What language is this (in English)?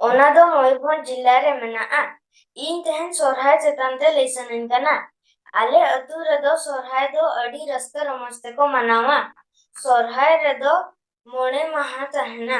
Santali